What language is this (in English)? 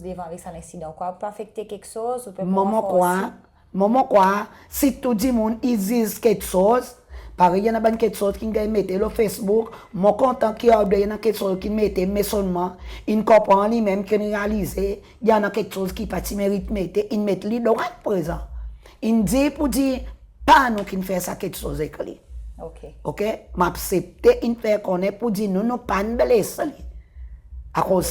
Seselwa Creole French